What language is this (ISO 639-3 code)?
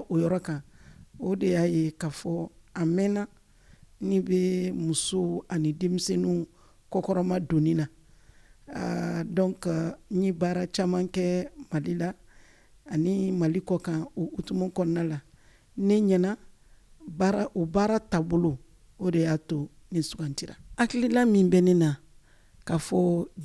bam